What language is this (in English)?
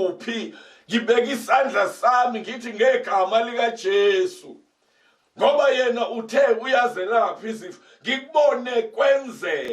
Zulu